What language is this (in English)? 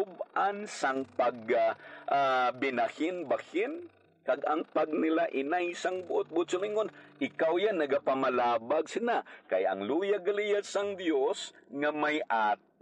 Hiligaynon